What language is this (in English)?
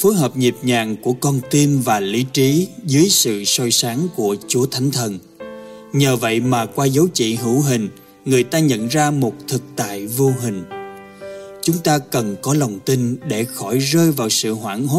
Vietnamese